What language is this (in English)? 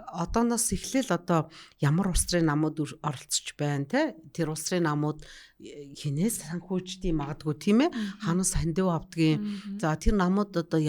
Mongolian